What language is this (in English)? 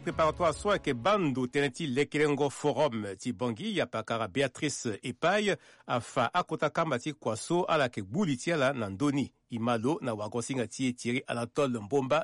Sango